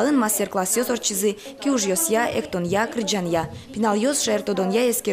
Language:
Udmurt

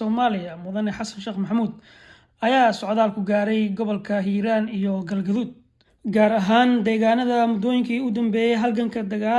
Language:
Somali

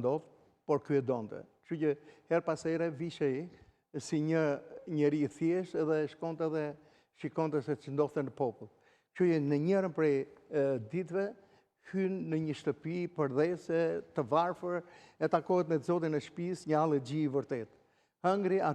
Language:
Albanian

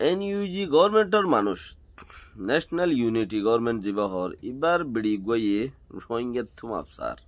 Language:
Rohingya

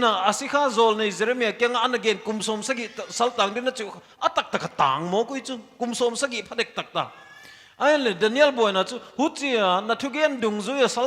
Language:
Paite Chin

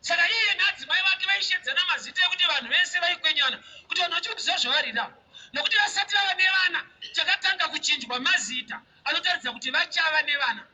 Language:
Shona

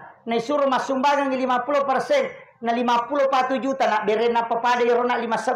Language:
Buginese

